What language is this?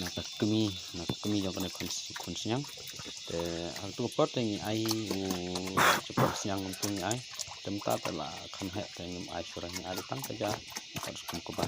Khasi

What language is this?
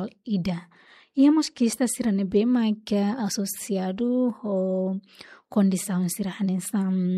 Tetum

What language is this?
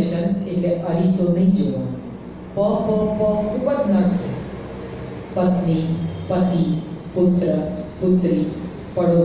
Gujarati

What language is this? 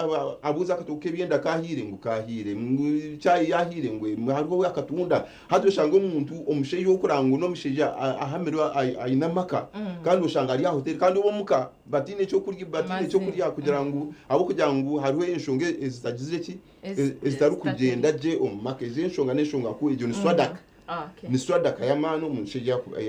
Nyankole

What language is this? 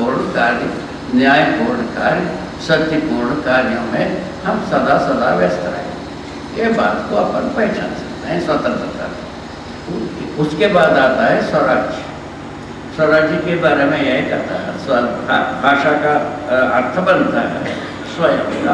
Hindi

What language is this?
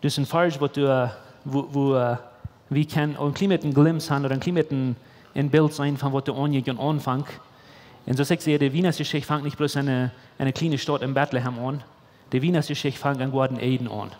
Plautdietsch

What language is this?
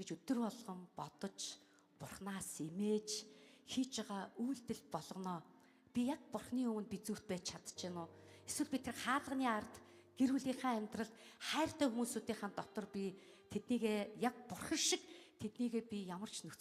Mongolian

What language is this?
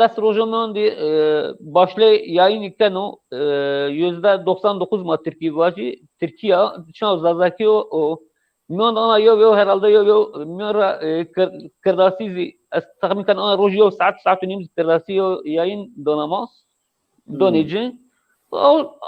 Zaza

